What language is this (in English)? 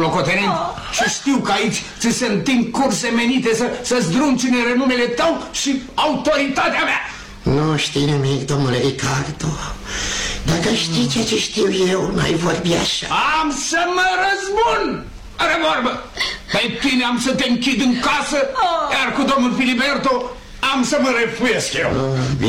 Romanian